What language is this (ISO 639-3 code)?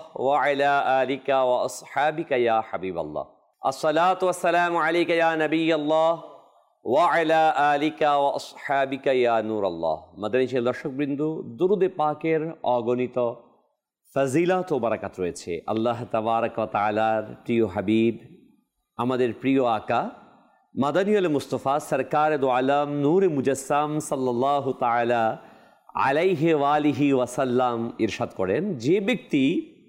ben